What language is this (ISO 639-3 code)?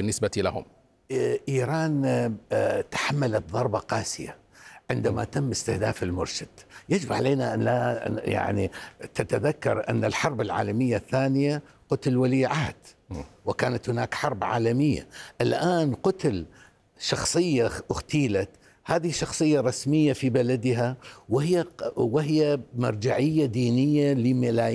ara